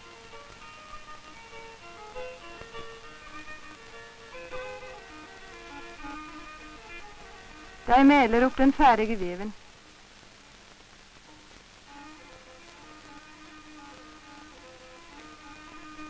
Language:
Norwegian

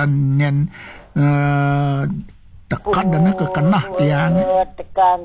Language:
Balinese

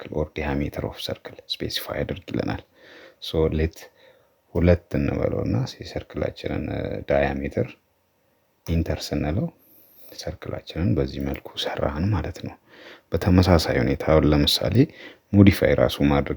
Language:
Amharic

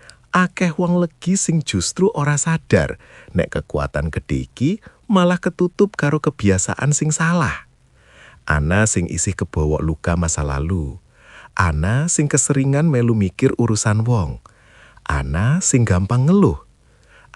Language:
Javanese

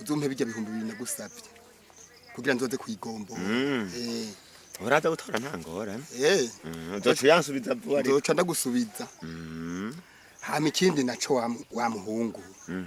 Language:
Rundi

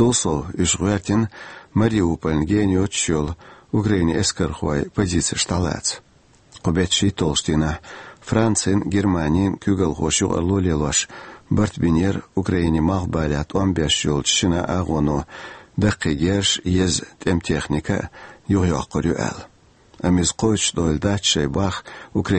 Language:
Chechen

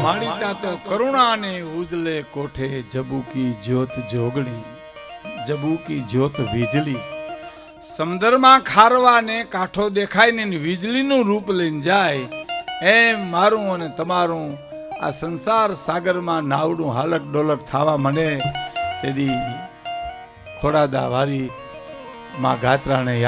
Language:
Gujarati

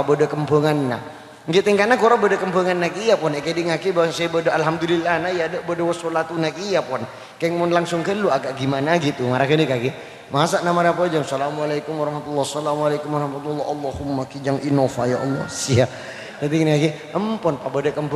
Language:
Madurese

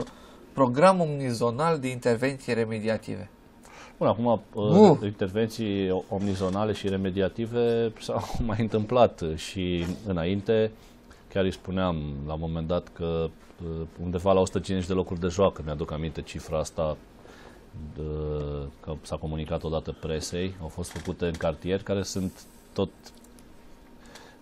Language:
Romanian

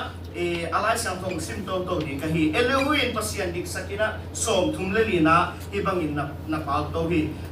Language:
Tedim Chin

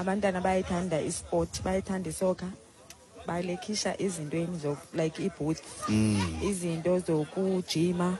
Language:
Xhosa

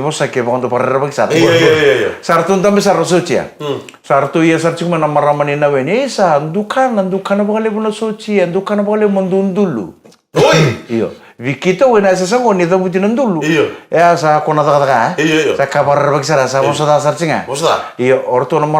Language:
Fijian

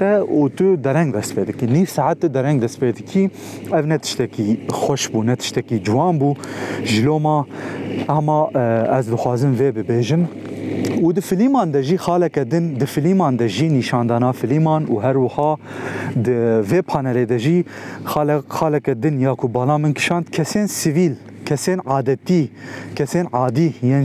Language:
Kurdish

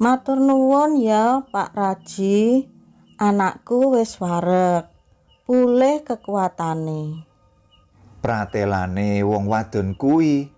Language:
Javanese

